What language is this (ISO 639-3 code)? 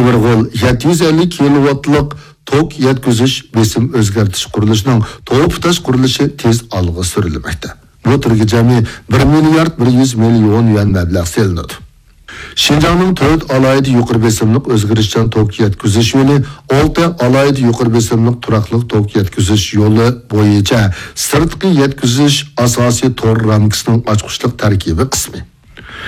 uig